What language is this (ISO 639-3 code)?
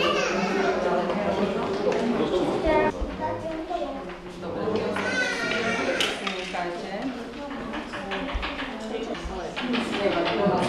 slk